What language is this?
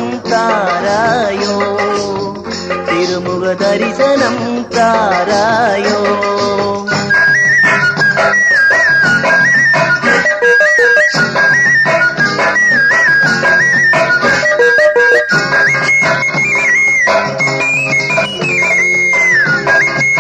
Tamil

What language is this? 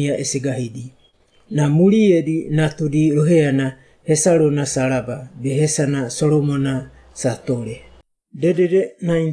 Wagawaga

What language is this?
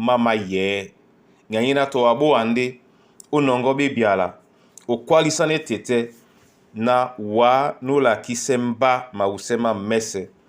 Duala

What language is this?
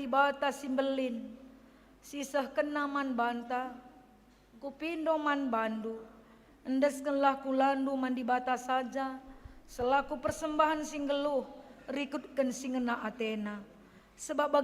Batak Karo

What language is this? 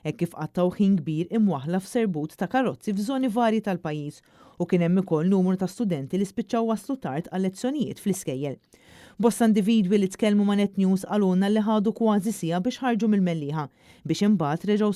Maltese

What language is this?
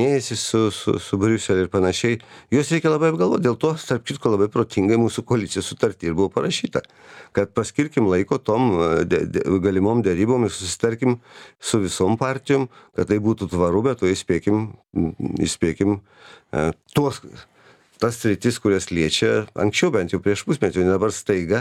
Lithuanian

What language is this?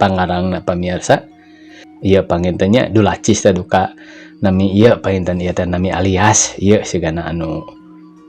Sundanese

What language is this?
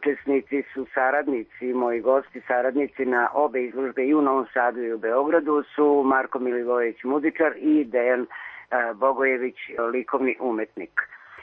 Serbian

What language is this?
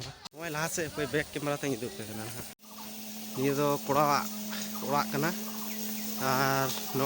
Santali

